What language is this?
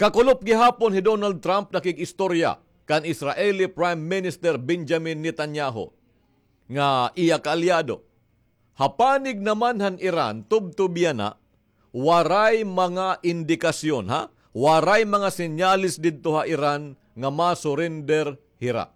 Waray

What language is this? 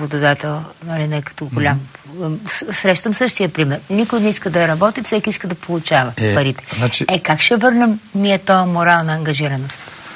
Bulgarian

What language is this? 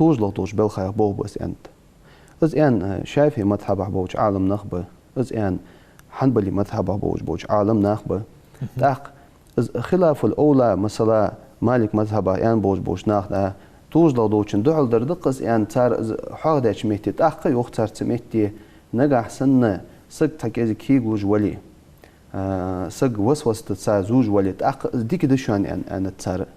Ingush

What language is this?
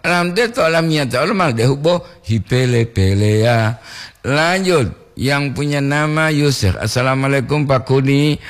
Gorontalo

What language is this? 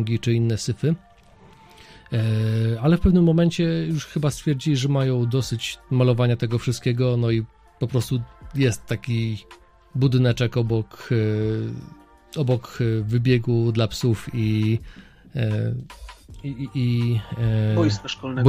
Polish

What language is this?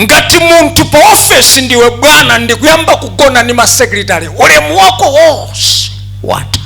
Nyanja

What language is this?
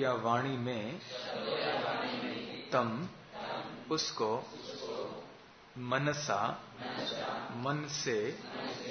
Hindi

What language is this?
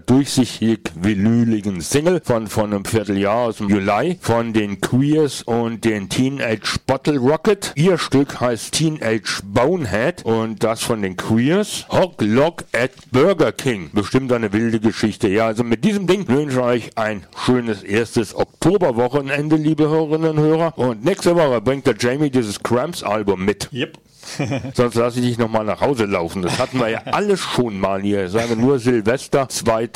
German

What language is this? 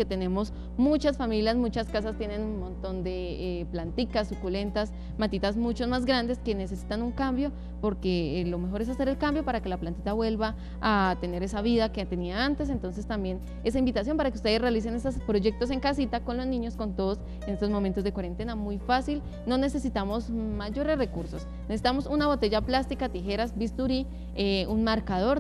Spanish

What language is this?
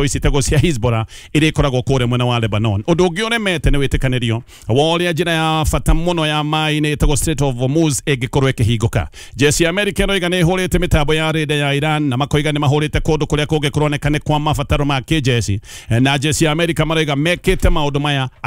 Kikuyu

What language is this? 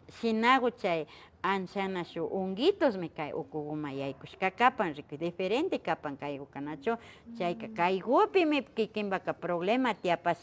Imbabura Highland Quichua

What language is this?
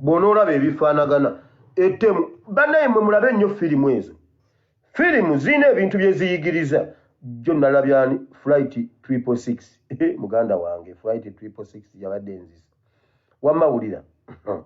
Ganda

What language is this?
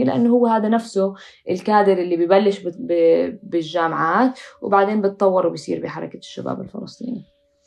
North Levantine Arabic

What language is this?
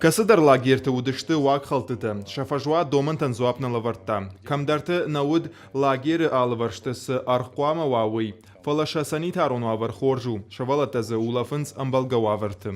Ossetic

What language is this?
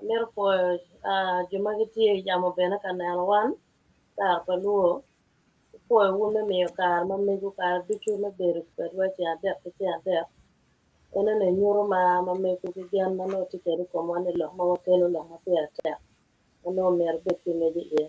Acoli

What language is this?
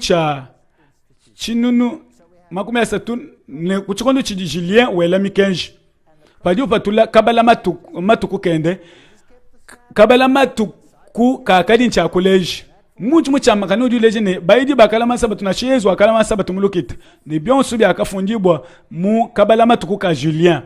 Luba-Lulua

